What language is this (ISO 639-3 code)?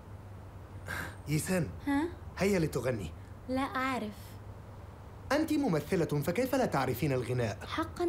ara